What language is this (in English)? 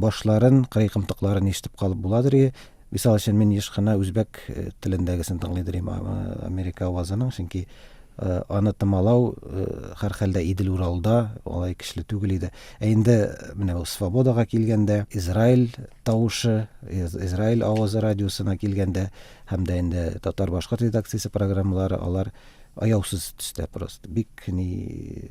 Tatar